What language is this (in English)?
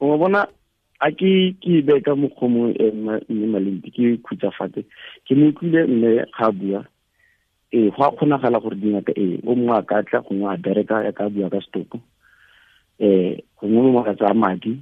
Tswana